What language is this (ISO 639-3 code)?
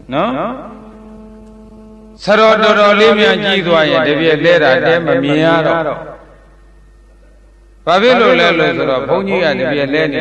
mya